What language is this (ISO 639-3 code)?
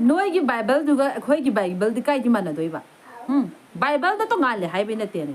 mni